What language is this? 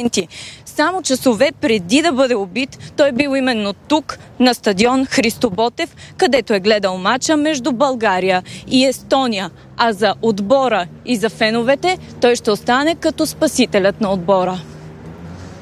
Bulgarian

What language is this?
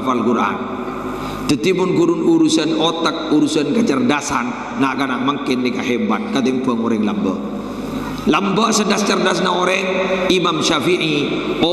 Madurese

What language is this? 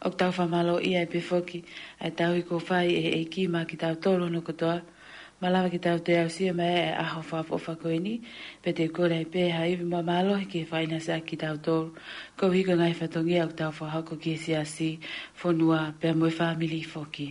Tongan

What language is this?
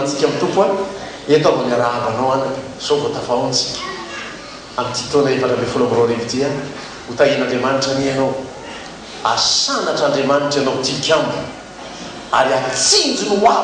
Malagasy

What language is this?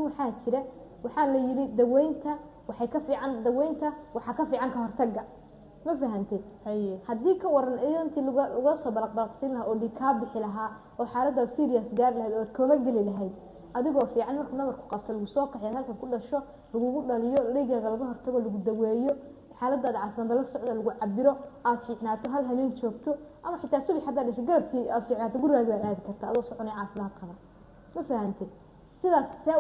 Somali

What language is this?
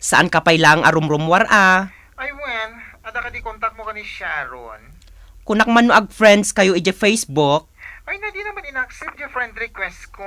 Iloko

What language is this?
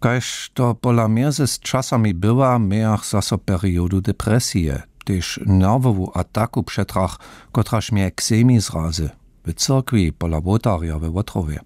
Upper Sorbian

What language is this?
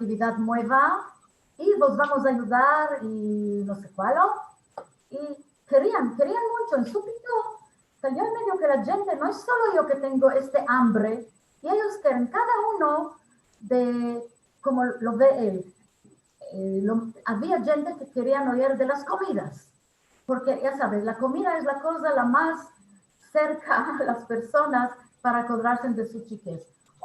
Ladino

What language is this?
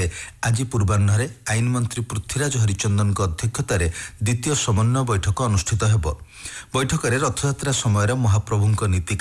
Odia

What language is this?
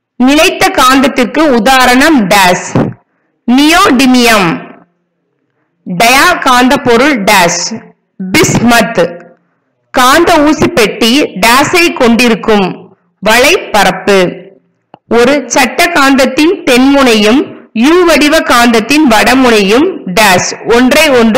Tamil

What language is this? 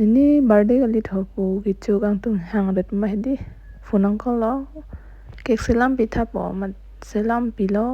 Karbi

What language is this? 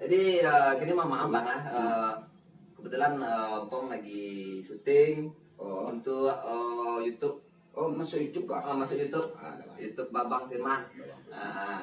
Minangkabau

